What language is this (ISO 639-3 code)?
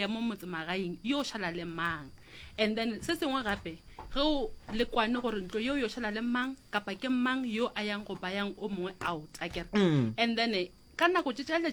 nso